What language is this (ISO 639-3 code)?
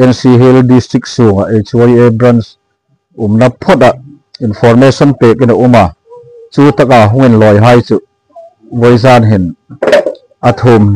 hmr